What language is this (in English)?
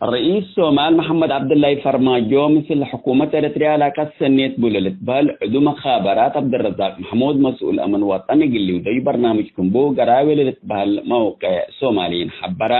Tigre